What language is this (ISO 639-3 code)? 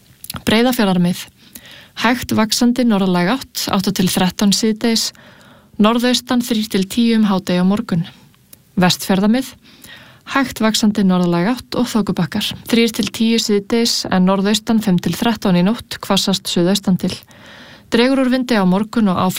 isl